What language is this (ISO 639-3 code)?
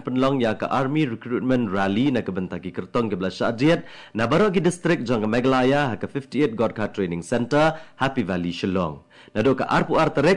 kha